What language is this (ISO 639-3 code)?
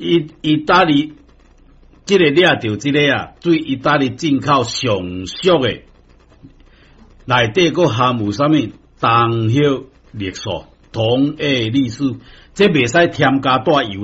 nan